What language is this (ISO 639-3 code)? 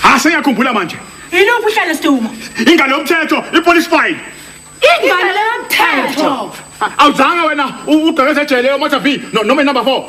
zul